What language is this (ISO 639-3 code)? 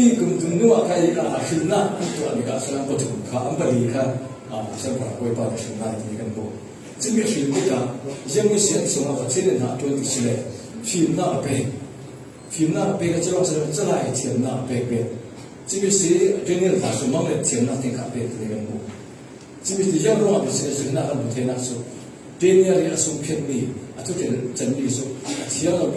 cfm